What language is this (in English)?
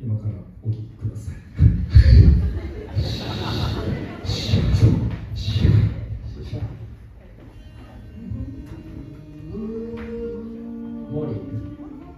Japanese